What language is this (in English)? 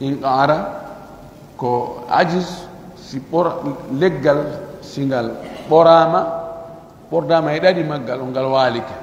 Pular